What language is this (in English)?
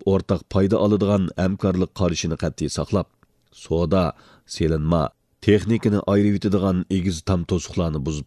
Uyghur